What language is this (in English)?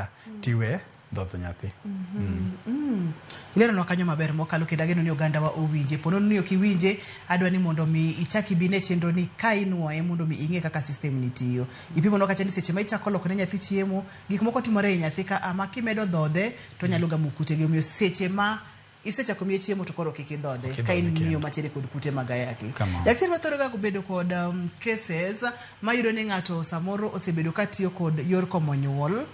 Luo (Kenya and Tanzania)